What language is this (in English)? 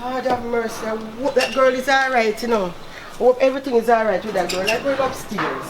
Jamaican Creole English